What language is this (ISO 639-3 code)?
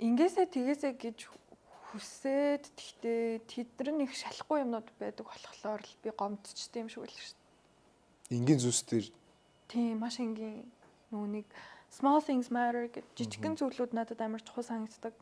mon